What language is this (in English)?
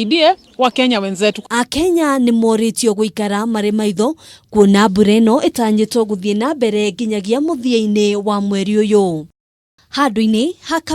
Kikuyu